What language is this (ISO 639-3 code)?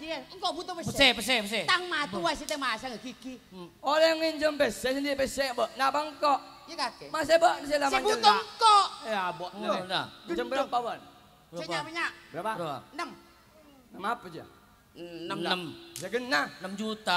ind